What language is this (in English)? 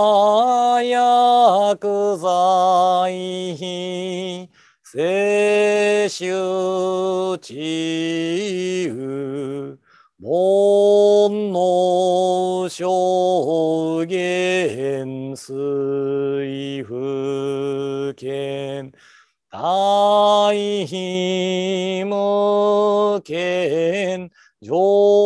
Japanese